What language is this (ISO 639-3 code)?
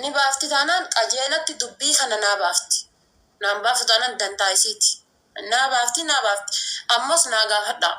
orm